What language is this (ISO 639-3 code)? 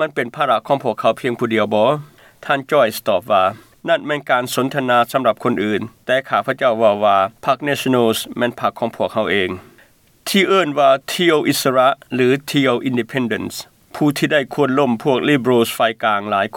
lao